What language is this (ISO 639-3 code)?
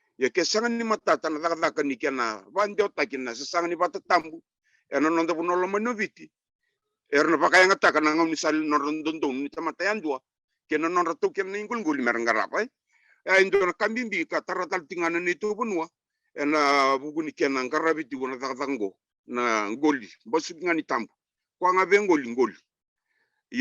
fij